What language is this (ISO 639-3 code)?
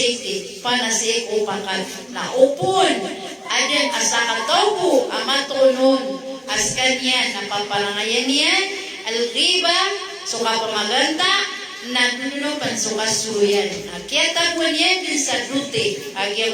mrw